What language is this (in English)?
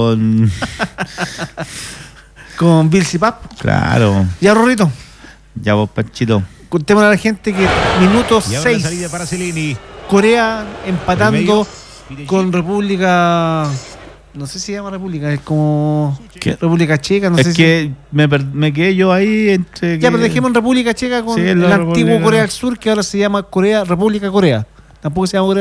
Spanish